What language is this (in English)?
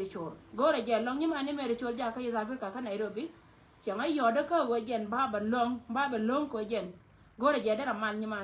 Nuer